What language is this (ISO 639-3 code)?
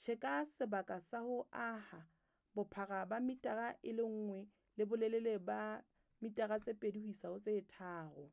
sot